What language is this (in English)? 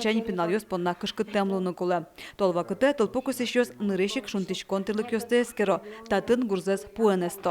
Udmurt